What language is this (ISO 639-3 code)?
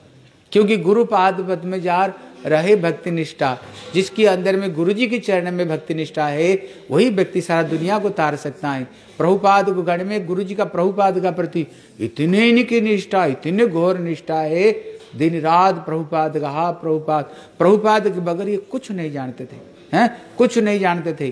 hin